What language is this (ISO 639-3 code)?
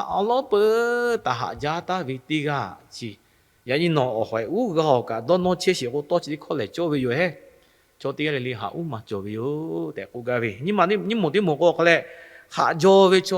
lhu